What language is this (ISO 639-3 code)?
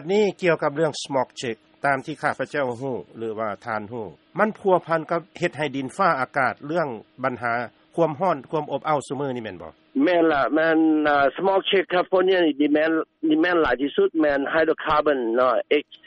lao